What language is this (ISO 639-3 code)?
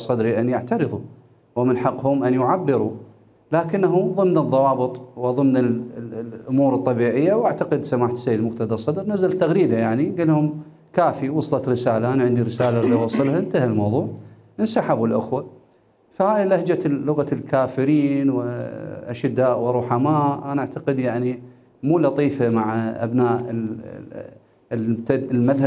acm